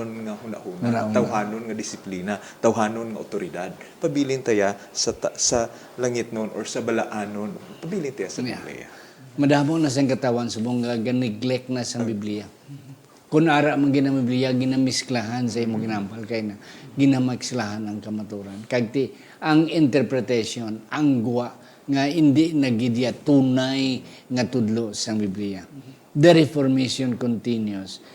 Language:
Hiligaynon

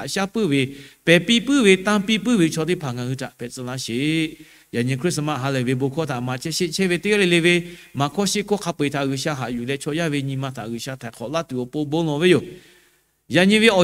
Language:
Lahu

